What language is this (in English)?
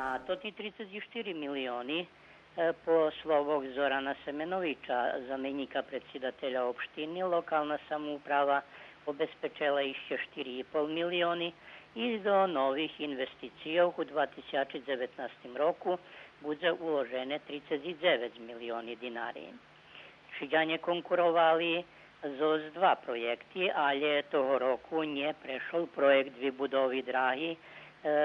Rusyn